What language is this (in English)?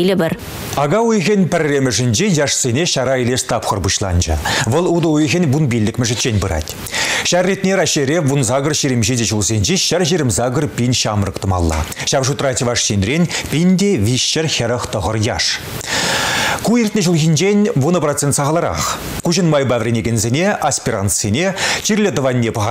Chuvash